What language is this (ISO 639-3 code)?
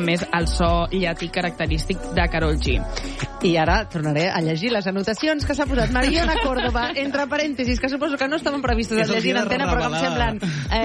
cat